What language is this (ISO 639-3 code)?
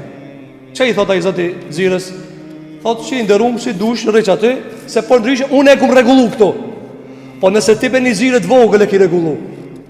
sqi